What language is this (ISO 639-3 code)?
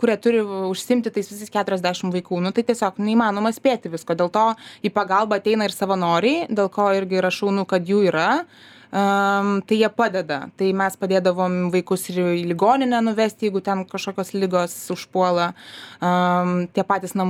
lit